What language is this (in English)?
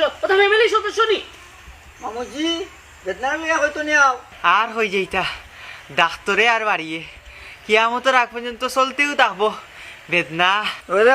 Sylheti